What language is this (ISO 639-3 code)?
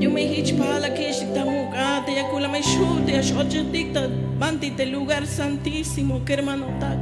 tzh